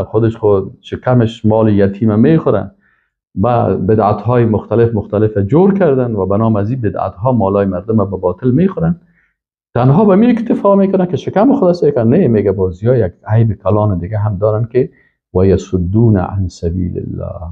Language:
Persian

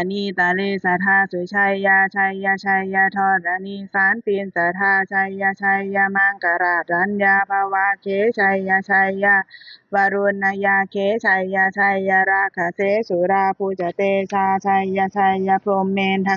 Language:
Pali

